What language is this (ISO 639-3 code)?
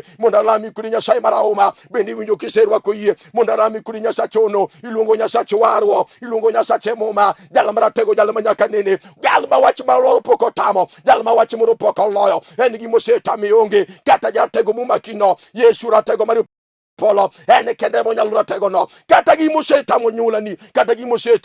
luo